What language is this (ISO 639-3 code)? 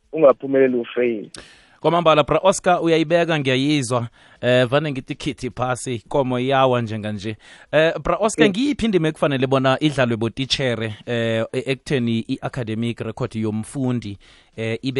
nbl